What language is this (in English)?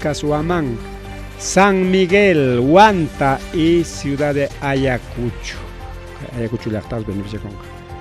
Ayacucho Quechua